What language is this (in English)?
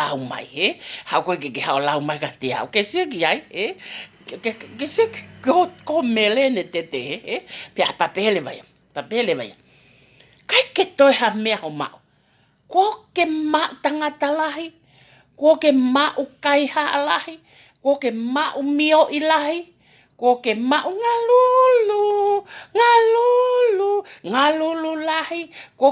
Tongan